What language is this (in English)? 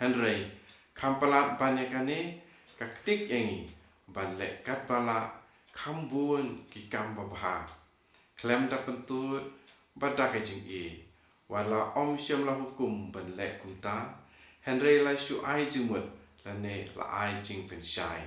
Khasi